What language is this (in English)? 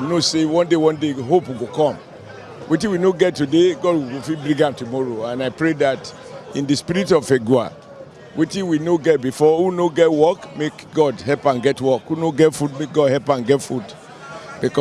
Nigerian Pidgin